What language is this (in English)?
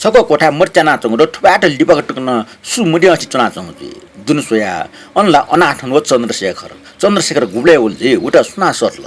Newari